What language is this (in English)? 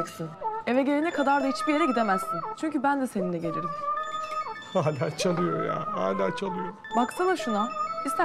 Turkish